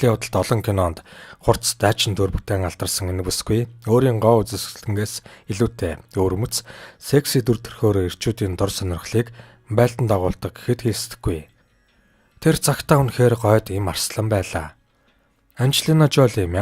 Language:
Mongolian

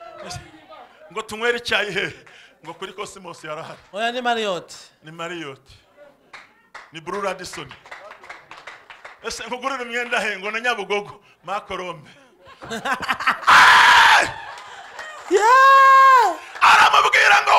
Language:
Kinyarwanda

